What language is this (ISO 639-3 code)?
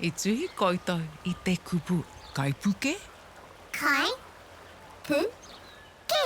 mri